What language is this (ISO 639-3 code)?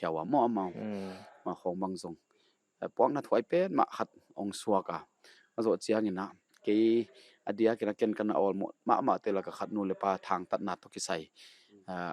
pck